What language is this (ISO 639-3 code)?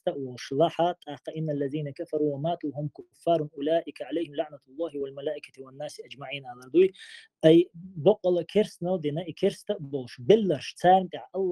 che